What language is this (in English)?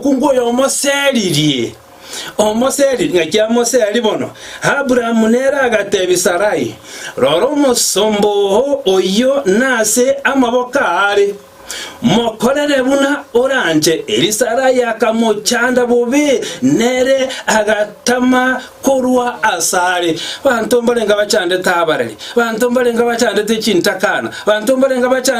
Gusii